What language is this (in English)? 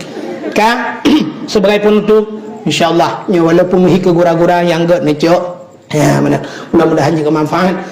Achinese